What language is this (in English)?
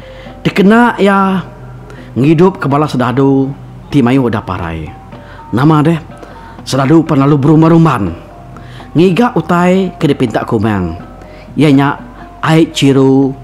Iban